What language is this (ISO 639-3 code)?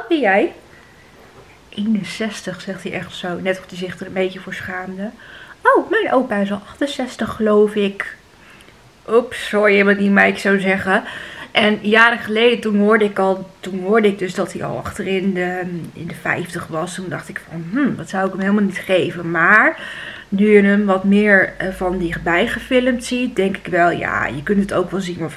nld